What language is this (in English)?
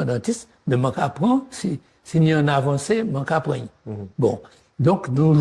Guadeloupean Creole French